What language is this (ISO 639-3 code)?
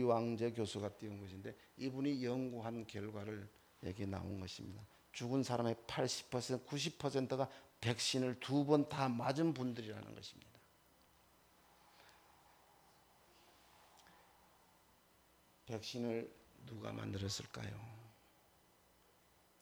kor